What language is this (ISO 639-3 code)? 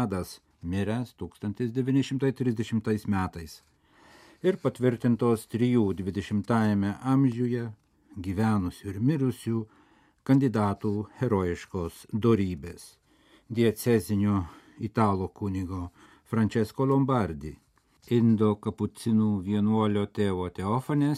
lit